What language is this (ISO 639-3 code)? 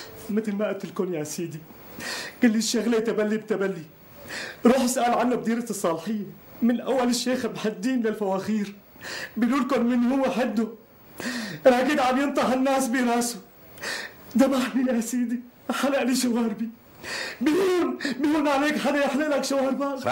apc